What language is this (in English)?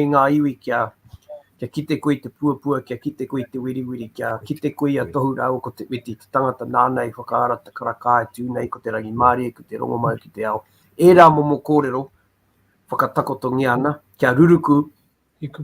Māori